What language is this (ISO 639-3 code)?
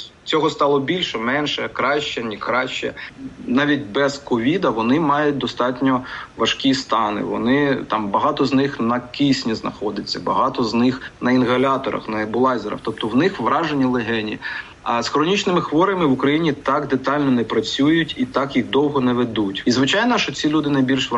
ukr